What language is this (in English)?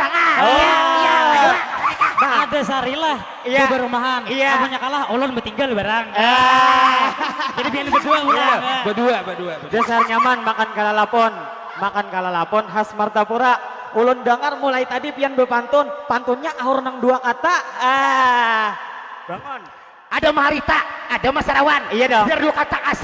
Banjar